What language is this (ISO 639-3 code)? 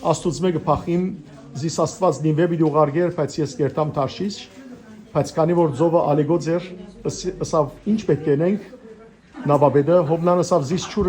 hyw